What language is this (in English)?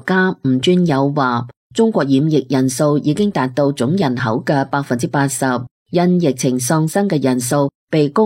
Cantonese